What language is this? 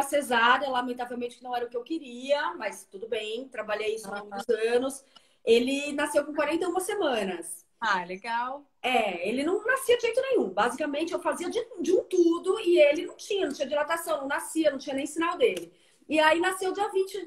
Portuguese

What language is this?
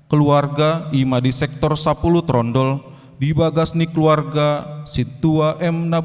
Batak Toba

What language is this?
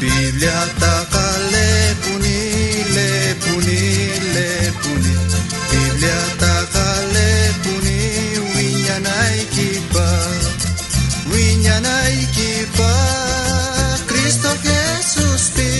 South Bolivian Quechua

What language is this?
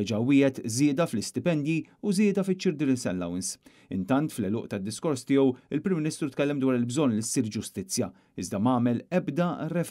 Maltese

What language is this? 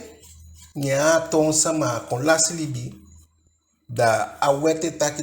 Eastern Maroon Creole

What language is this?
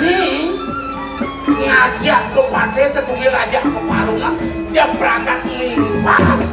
Balinese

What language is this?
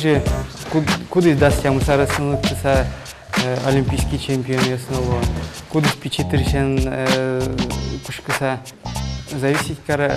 Udmurt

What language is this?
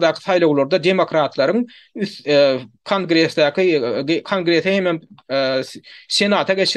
Turkmen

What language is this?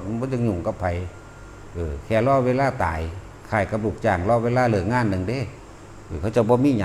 Northeastern Thai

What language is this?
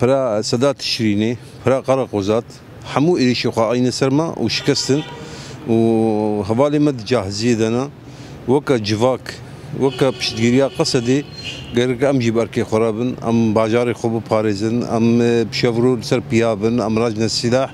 Kurdish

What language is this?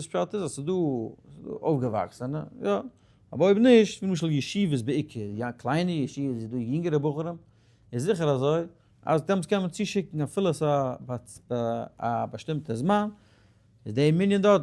Yiddish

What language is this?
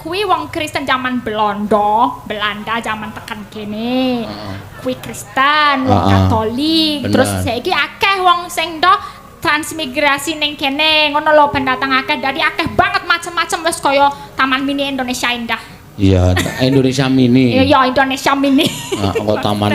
Javanese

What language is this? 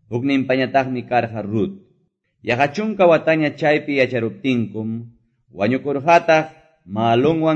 Quechua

